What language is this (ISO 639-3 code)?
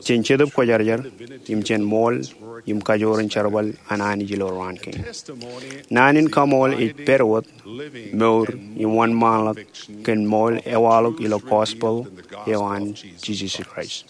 mah